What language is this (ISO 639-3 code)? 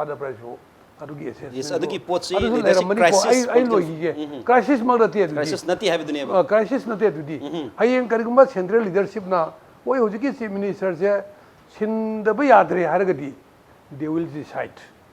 mni